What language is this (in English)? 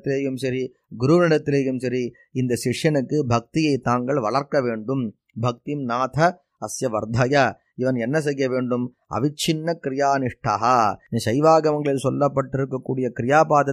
Tamil